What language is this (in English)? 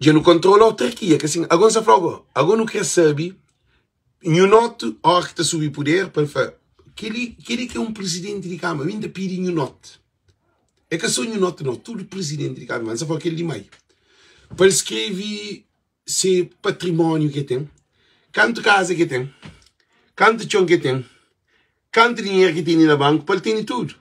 Kabuverdianu